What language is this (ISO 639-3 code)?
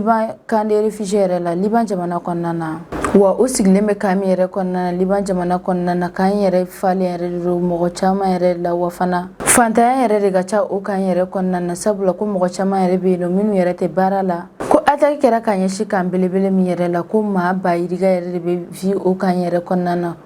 bam